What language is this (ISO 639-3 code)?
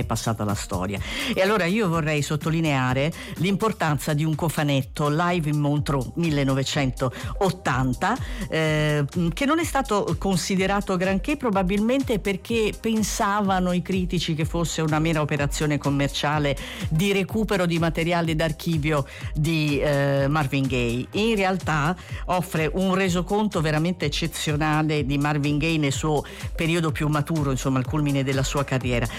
ita